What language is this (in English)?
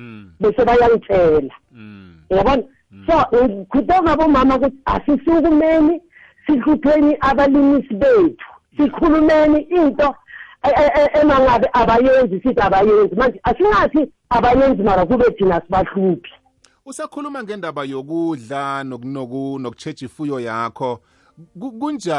South Ndebele